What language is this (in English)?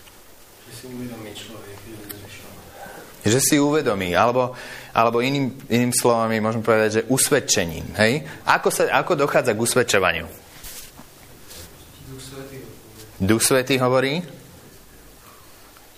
Slovak